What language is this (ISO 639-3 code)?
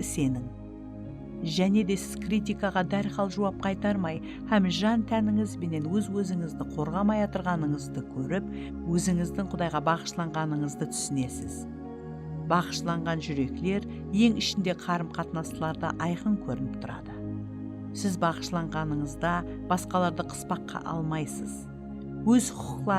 kaa